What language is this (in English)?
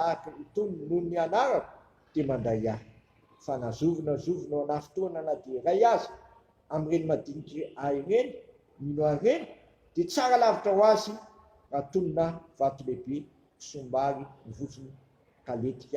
Malagasy